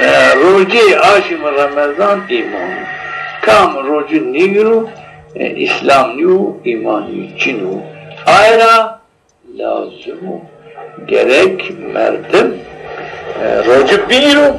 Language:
Zaza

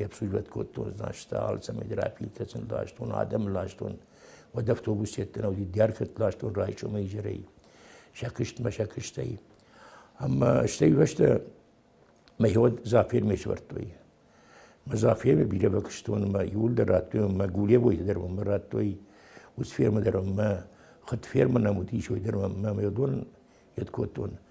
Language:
Ossetic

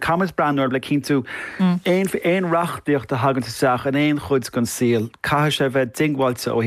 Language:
Irish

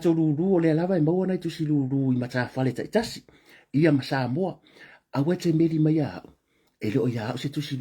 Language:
Samoan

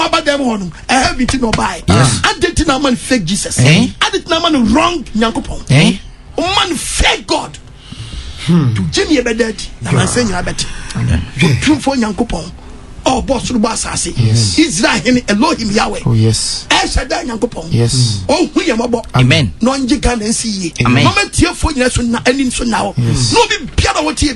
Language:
Akan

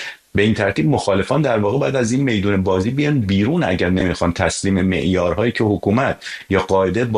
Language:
Persian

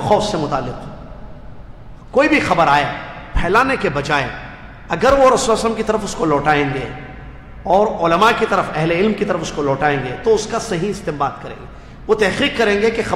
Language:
Urdu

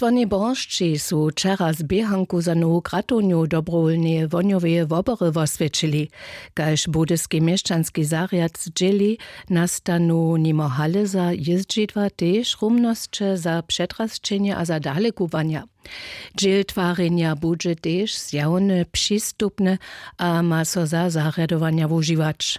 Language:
Upper Sorbian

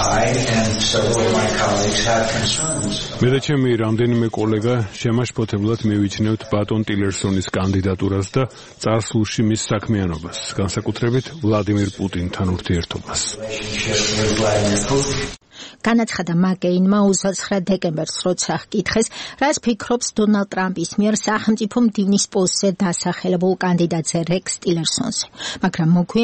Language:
Georgian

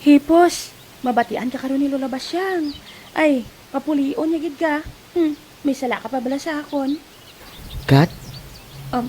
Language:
Hiligaynon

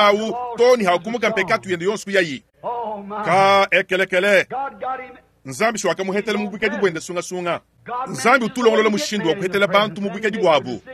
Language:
Luba-Lulua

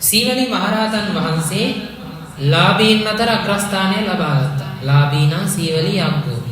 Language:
Sinhala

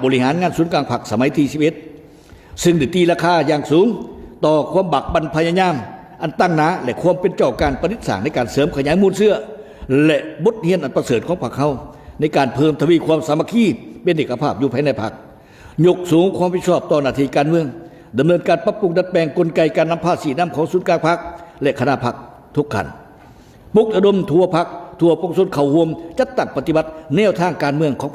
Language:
Lao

